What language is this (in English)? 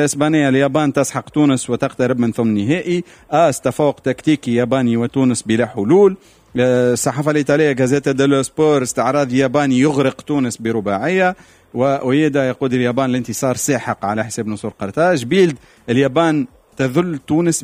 Tunisian Arabic